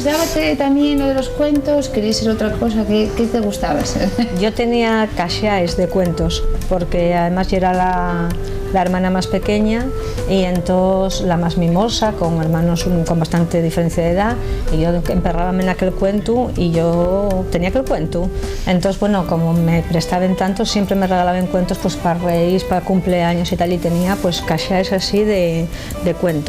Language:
Asturian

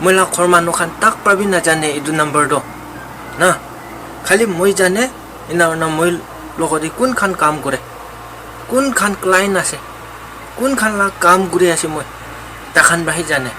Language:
Naga Pidgin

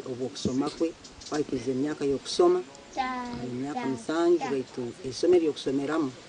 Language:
Nyankole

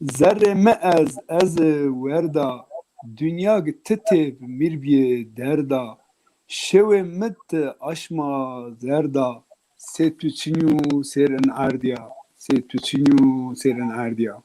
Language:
Zaza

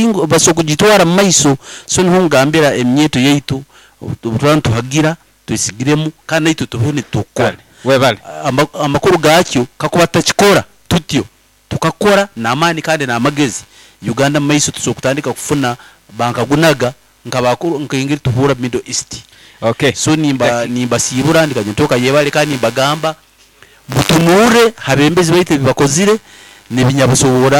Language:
Nyoro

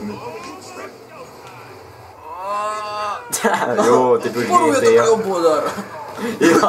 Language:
Hungarian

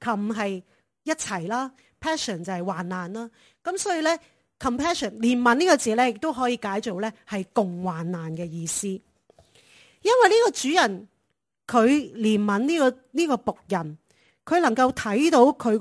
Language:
Cantonese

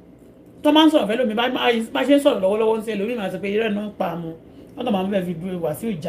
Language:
Yoruba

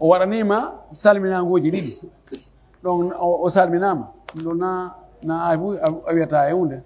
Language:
Pular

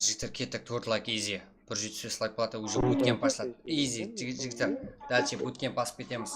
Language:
Kara-Kalpak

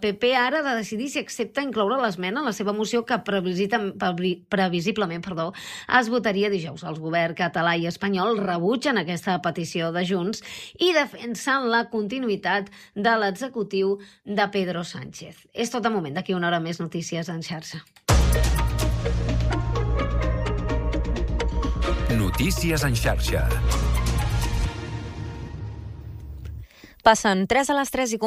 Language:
Catalan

